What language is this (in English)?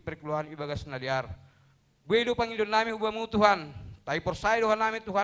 Batak Simalungun